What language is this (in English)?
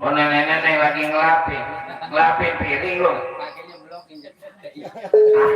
Betawi